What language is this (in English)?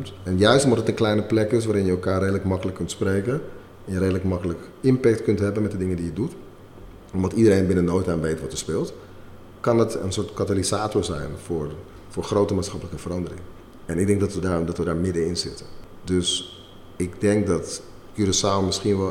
Dutch